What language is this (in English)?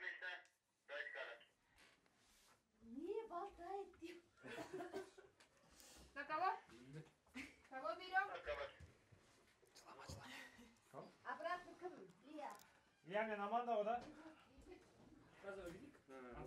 Kazakh